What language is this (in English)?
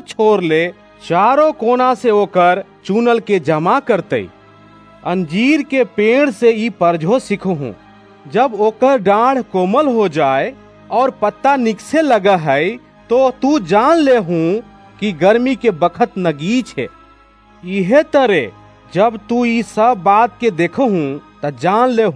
Bhojpuri